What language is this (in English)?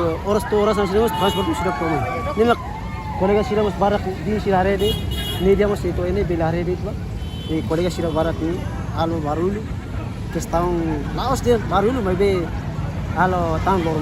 Tetum